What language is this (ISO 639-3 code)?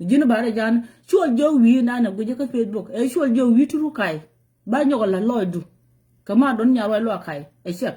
nus